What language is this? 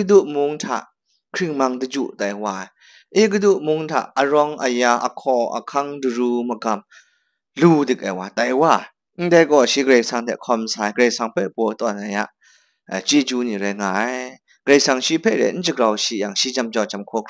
Kachin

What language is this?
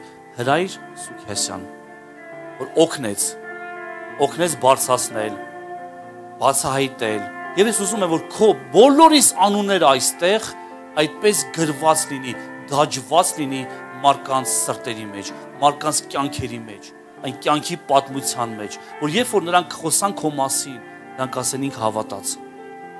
Armenian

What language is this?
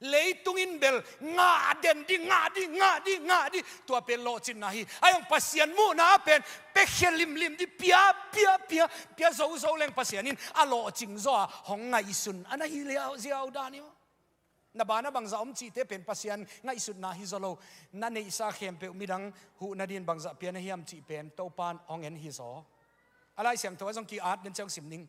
Tedim Chin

